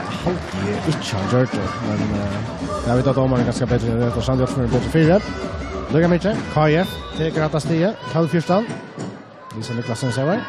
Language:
Faroese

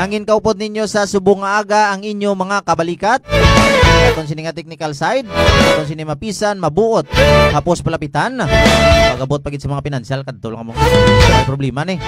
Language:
Hiligaynon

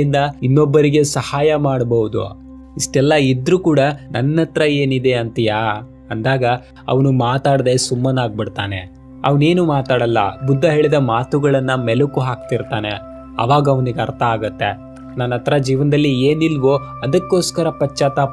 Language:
Kannada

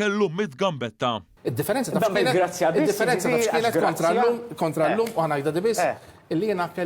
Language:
Maltese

